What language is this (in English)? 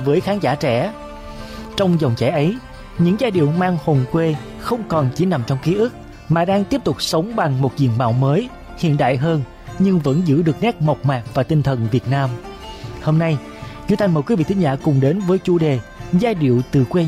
Vietnamese